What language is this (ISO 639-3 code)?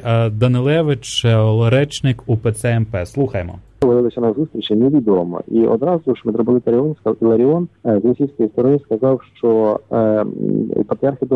ukr